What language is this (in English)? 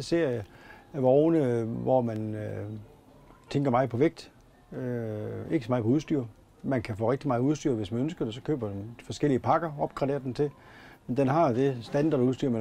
Danish